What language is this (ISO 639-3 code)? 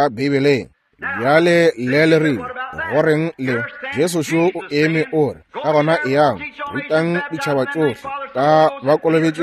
nso